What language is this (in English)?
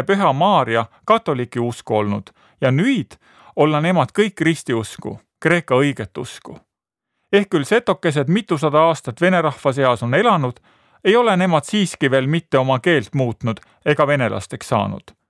Estonian